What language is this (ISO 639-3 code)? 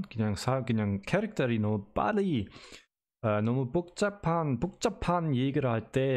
kor